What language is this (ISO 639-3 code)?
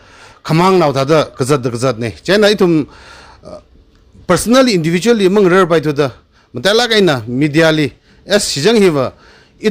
nmf